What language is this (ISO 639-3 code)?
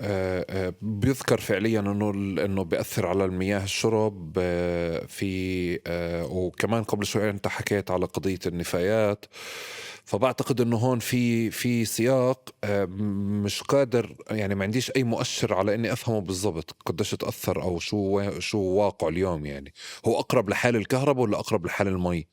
apc